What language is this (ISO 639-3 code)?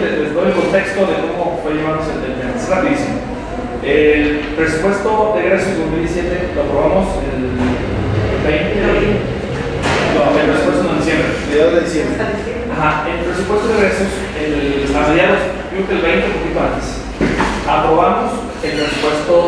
spa